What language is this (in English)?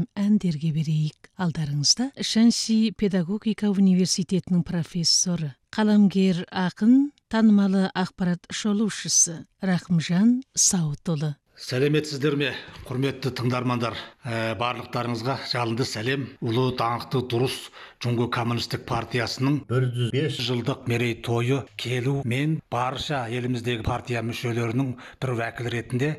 Kazakh